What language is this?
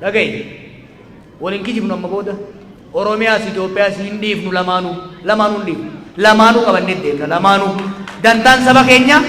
Oromo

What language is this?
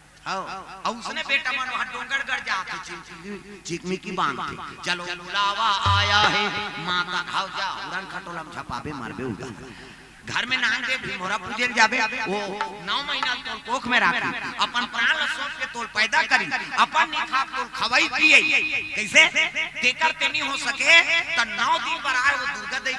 Chhattisgarhi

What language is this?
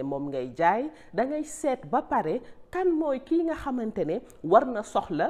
Wolof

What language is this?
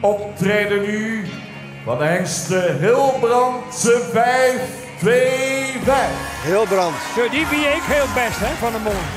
Western Frisian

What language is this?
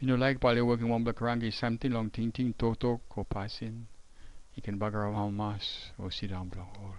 Tok Pisin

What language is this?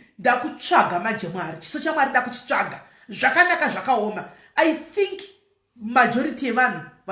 Shona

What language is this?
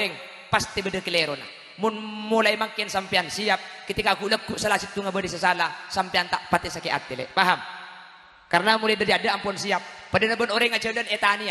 Madurese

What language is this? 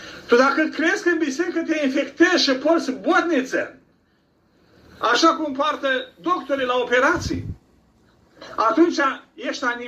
Romanian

